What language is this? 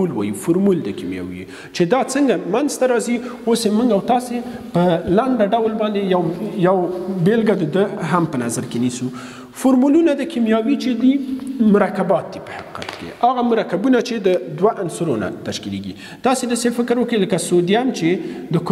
Pashto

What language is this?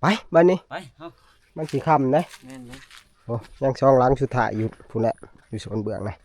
Northeastern Thai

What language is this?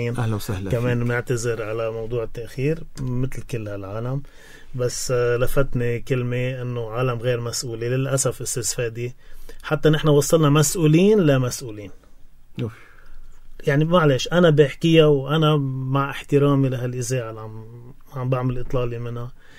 North Levantine Arabic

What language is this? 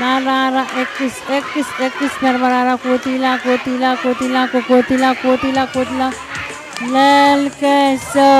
Pohnpeian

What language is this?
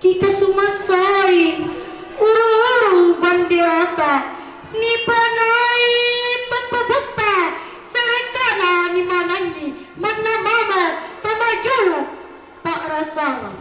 Makasar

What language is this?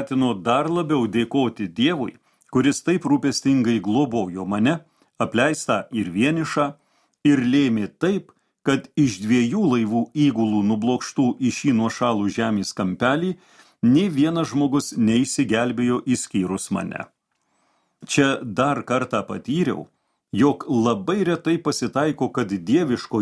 Lithuanian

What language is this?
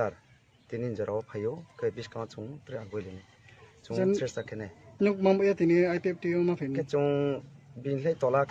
Kok Borok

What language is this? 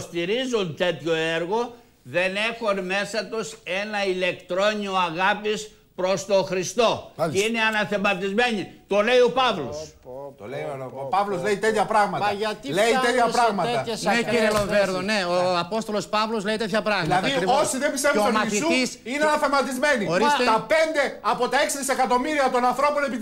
Greek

